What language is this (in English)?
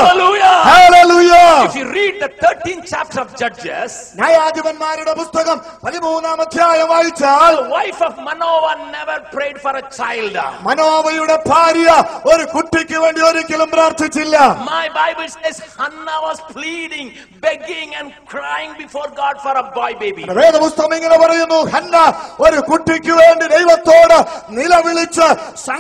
Malayalam